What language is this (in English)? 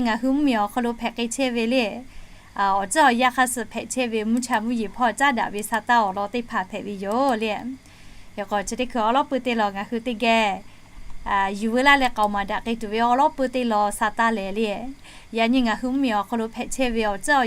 Lahu